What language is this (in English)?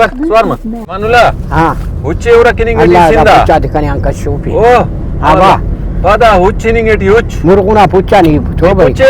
Brahui